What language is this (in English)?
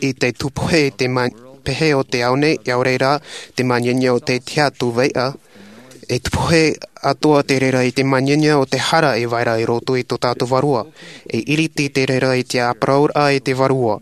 Tahitian